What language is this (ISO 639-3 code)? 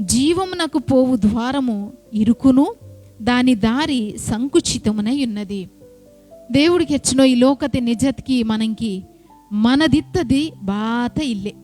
kff